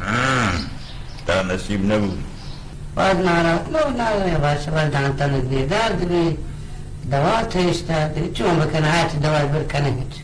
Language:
Baluchi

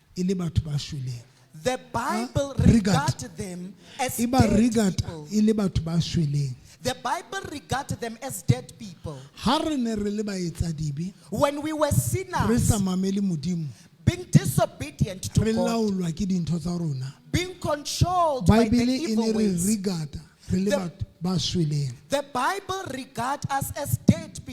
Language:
Southern Sotho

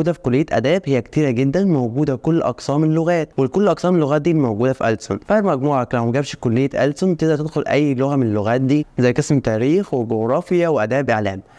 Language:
Egyptian Arabic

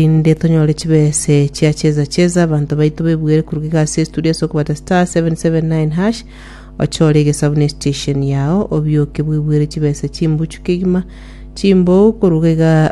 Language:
Gusii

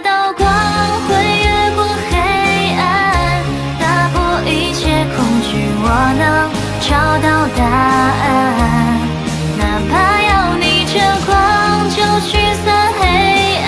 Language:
Chinese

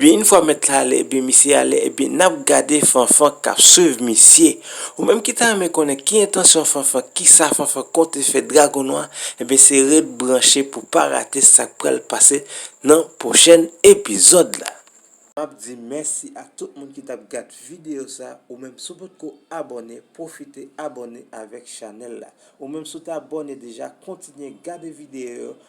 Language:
Haitian Creole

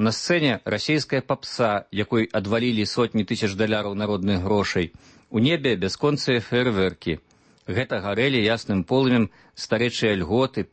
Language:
Belarusian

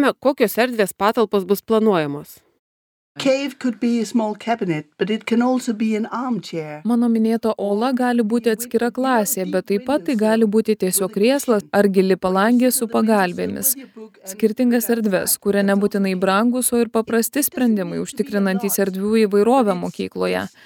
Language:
Lithuanian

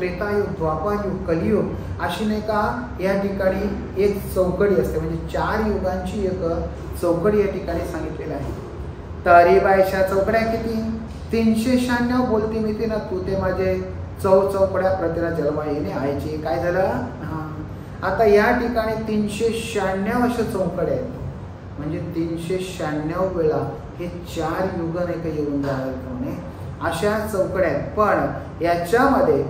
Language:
Marathi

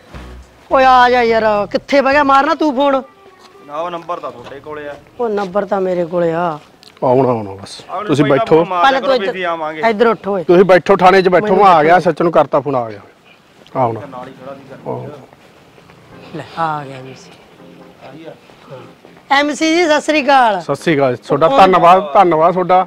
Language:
Punjabi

